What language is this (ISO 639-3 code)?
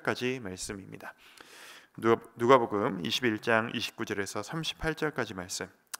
kor